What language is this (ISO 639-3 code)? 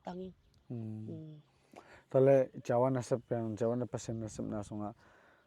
ctd